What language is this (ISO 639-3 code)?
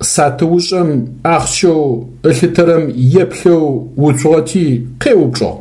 ady